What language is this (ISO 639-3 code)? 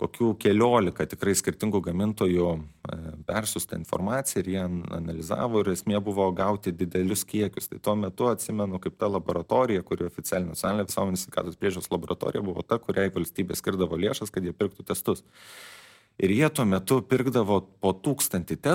lit